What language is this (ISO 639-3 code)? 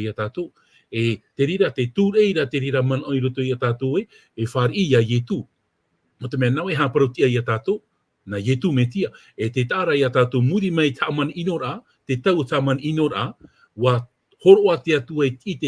tah